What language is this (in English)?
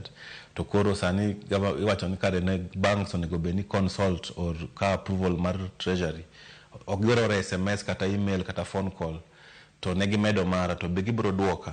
Luo (Kenya and Tanzania)